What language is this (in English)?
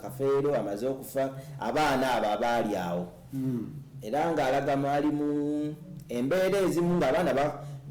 Ganda